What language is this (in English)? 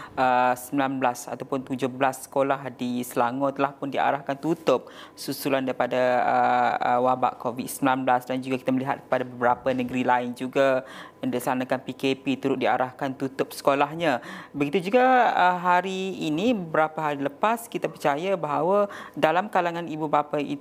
Malay